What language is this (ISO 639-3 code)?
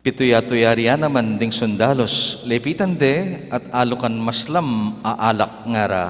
pam